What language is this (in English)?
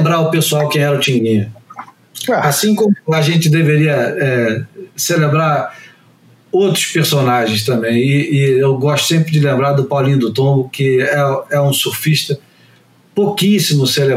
Portuguese